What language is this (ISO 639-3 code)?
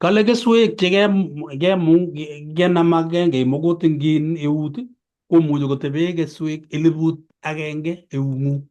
kln